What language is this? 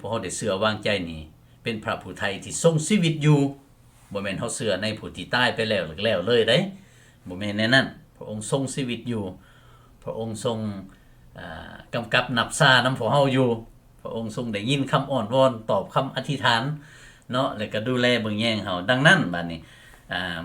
Lao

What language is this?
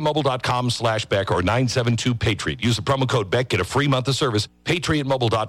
English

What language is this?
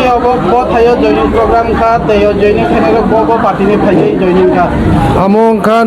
Kok Borok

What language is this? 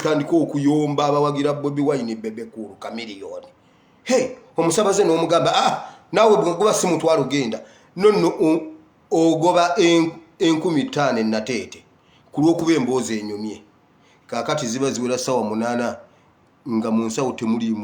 Ganda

